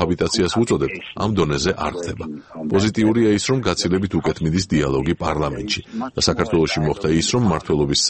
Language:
Georgian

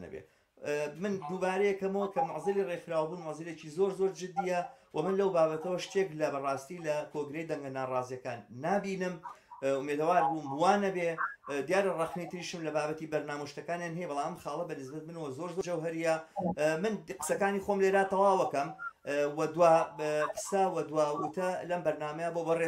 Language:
Central Kurdish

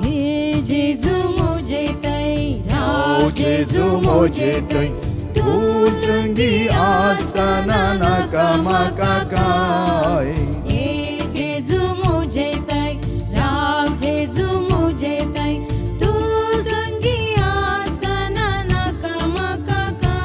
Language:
Konkani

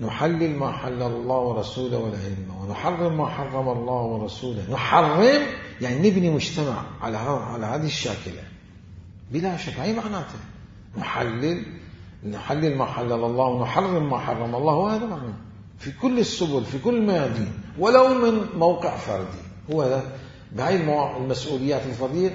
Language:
Mesopotamian Arabic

